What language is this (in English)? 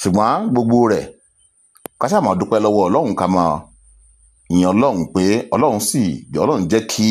Yoruba